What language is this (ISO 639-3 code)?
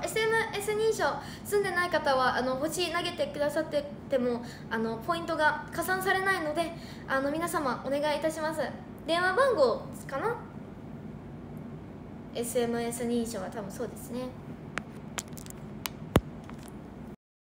jpn